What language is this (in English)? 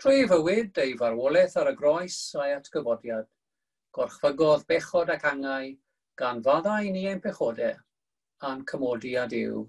Welsh